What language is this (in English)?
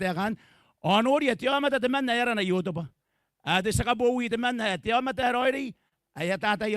Gilbertese